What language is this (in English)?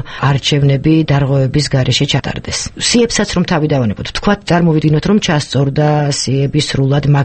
Georgian